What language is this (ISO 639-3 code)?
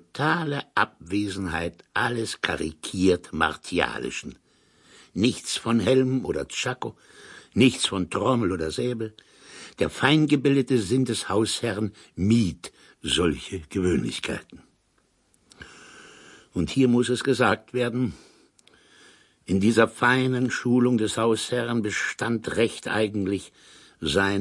deu